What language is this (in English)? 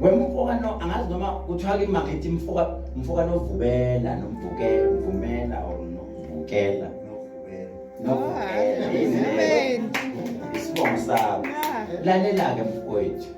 Zulu